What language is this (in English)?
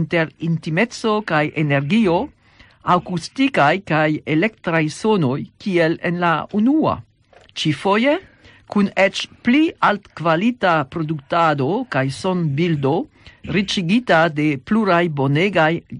Esperanto